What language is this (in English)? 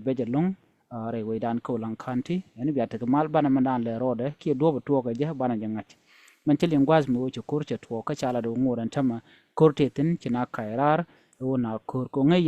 Nuer